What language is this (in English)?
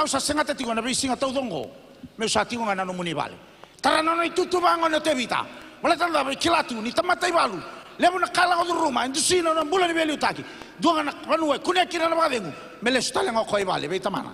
Fijian